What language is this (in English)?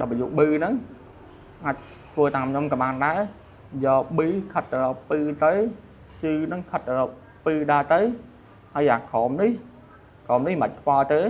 Khmer